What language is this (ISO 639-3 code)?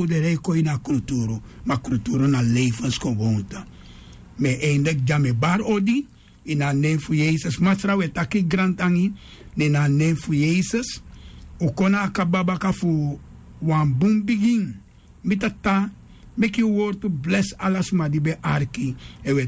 srn